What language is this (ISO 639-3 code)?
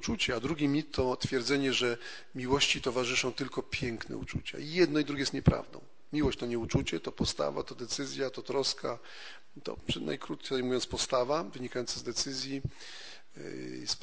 pol